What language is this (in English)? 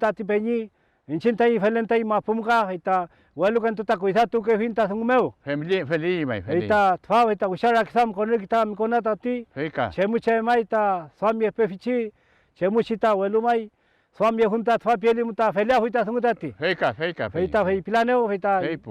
Mapuche